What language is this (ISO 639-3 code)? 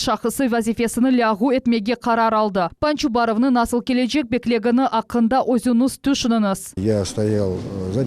crh